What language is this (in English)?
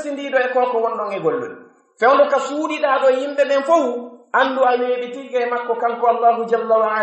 Pular